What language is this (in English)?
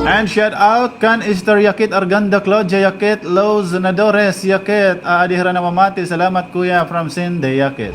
Waray